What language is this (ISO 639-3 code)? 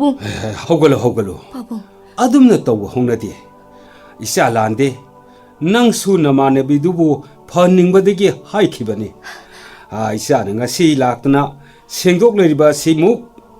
mni